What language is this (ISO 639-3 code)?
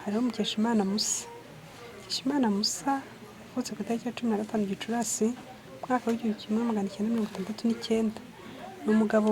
kin